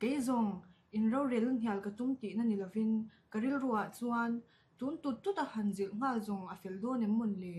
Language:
Mizo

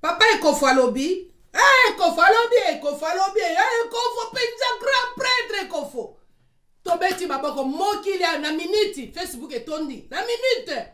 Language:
Lingala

